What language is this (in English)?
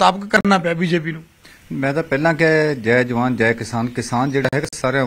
Punjabi